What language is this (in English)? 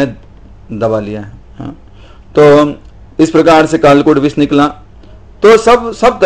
Hindi